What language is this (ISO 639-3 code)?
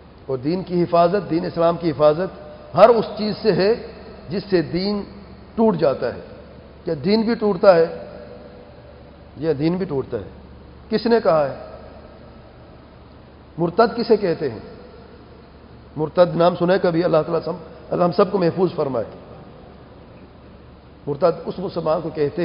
urd